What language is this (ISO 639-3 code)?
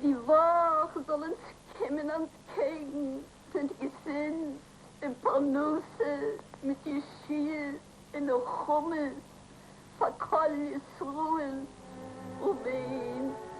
yid